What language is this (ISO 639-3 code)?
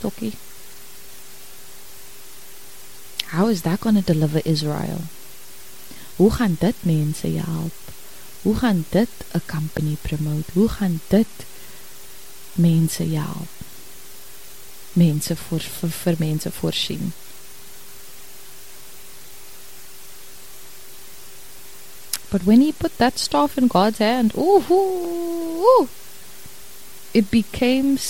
afr